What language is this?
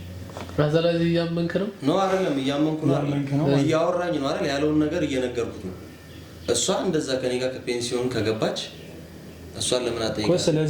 Amharic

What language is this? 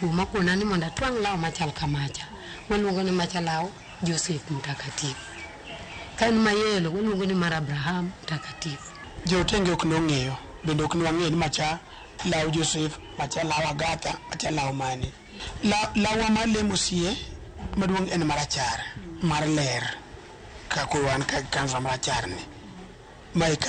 Luo (Kenya and Tanzania)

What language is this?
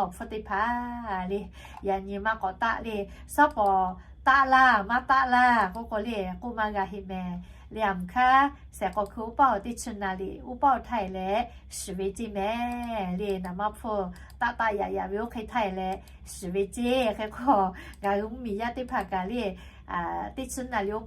Lahu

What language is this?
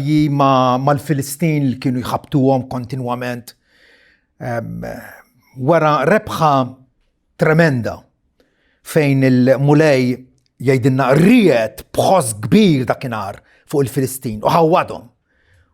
Maltese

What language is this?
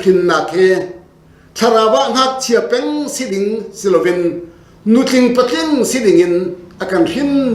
Hakha Chin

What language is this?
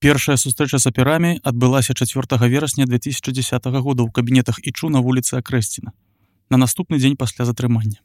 Belarusian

